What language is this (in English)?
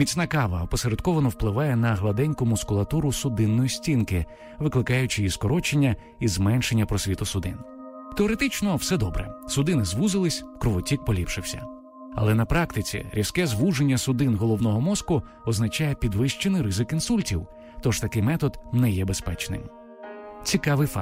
Ukrainian